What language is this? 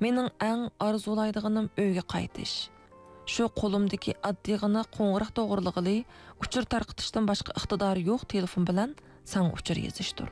Uyghur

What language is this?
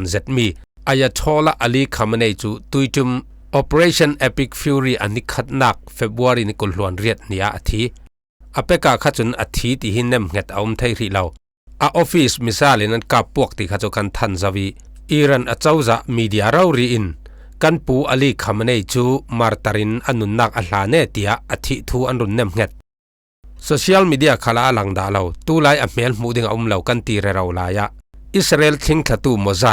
Falam Chin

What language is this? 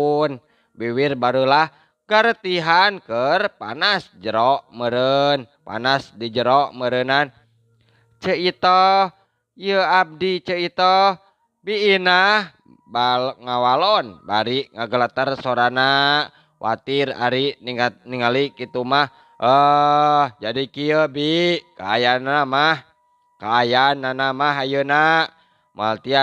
Sundanese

